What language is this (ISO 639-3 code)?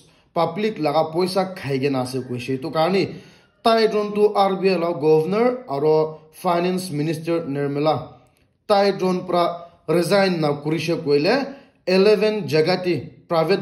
nag